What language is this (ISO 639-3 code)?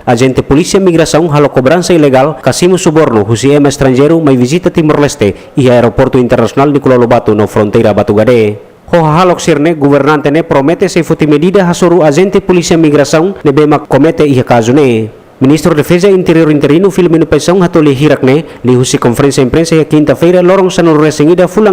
tet